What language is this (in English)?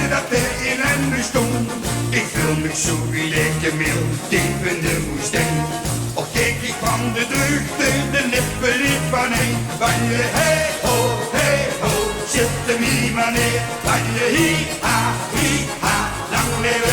Limburgish